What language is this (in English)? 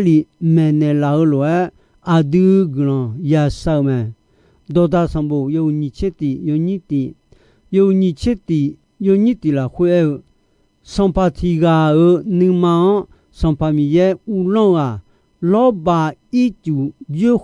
Akha